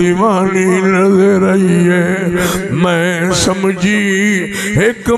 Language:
Saraiki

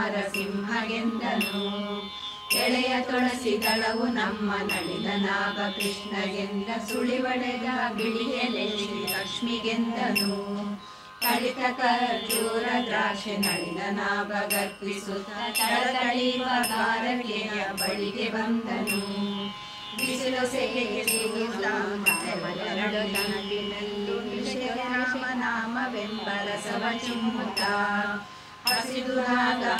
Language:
Kannada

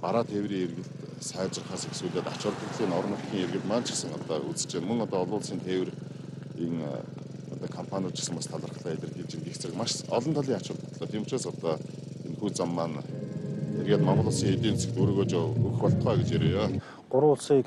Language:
Mongolian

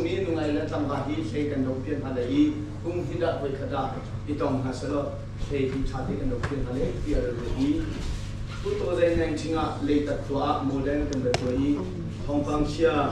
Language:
Hakha Chin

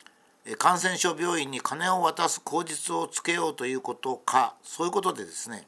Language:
Japanese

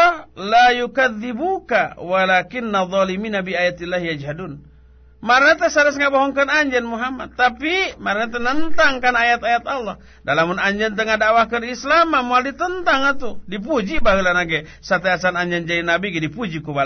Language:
Sundanese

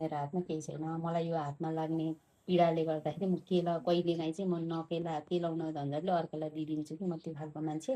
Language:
Nepali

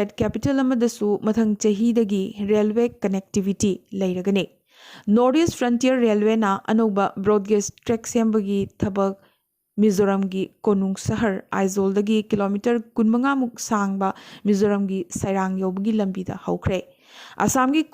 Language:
Manipuri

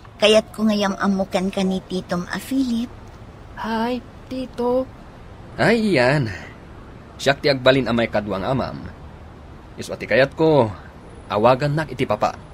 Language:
Iloko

